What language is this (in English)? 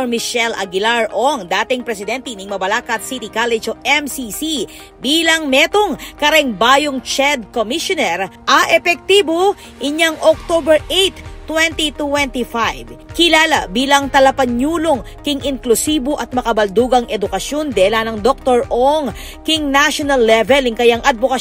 Pampanga